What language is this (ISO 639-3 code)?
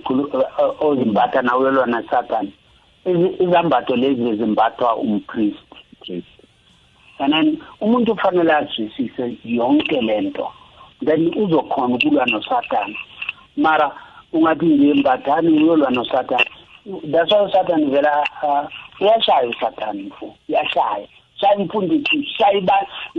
nbl